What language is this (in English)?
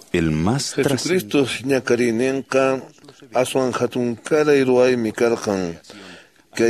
Quechua